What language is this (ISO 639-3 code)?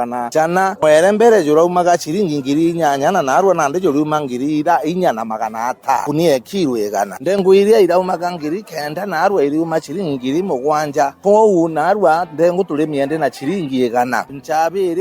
mer